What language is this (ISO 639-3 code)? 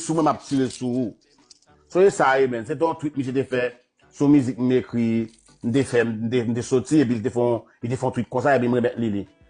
hat